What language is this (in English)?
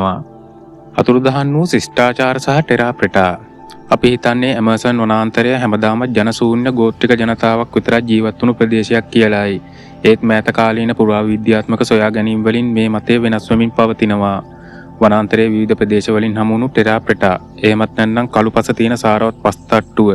Sinhala